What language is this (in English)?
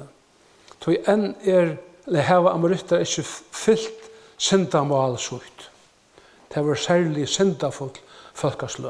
Faroese